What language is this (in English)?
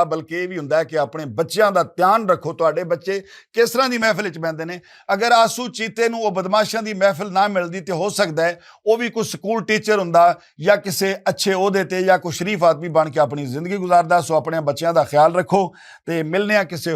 Western Panjabi